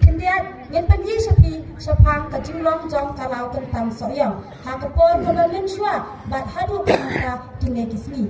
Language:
Khasi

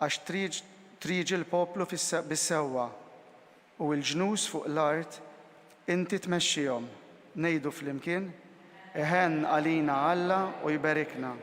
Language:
Maltese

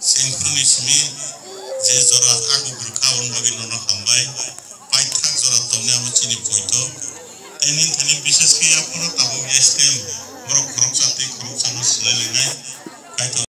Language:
Kok Borok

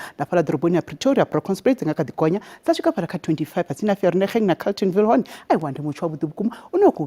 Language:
Venda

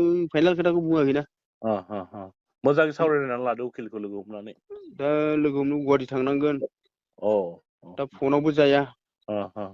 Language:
Bodo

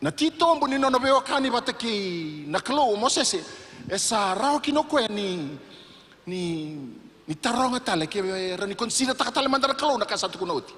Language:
Fijian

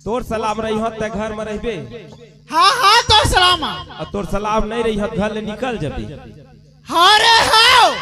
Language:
Chhattisgarhi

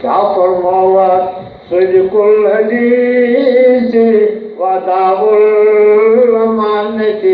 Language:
Kashmiri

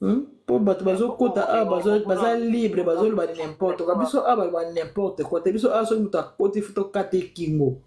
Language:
Lingala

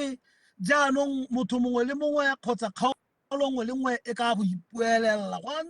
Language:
Tswana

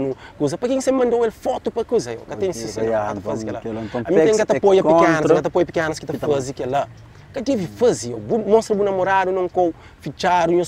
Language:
Kabuverdianu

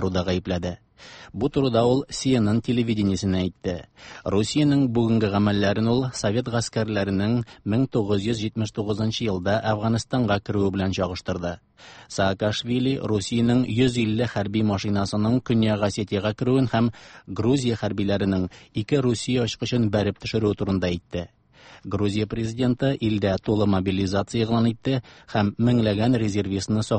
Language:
Tatar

